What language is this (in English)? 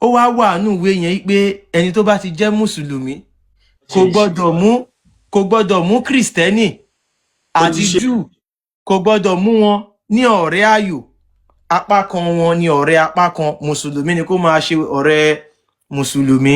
Yoruba